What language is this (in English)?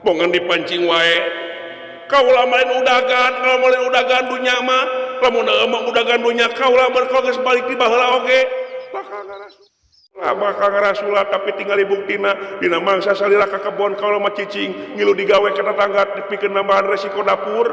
Sundanese